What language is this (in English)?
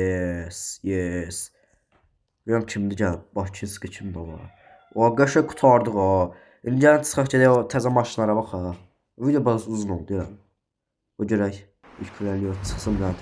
Azerbaijani